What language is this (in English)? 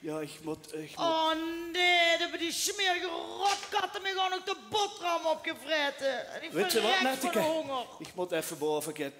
Limburgish